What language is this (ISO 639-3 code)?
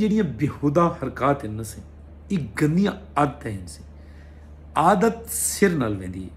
skr